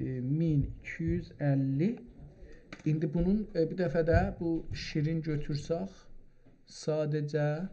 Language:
South Azerbaijani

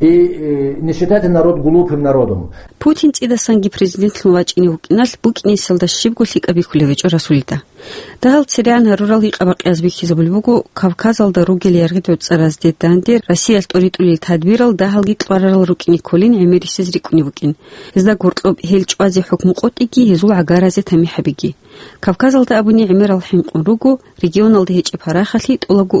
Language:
Avaric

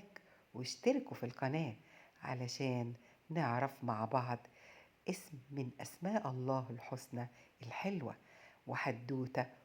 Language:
Egyptian Arabic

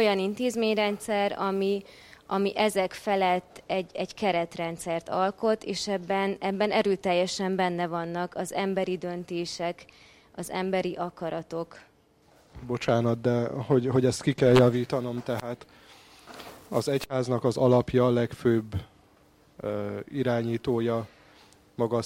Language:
Hungarian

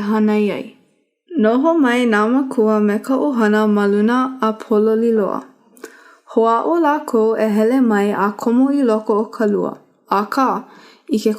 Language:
Hawaiian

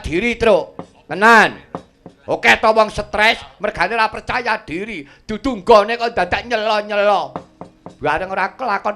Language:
Javanese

